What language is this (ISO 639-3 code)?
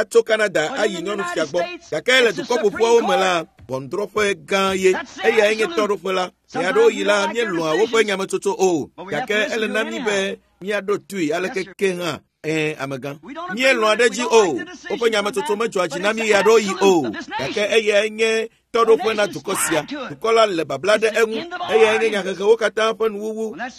ewe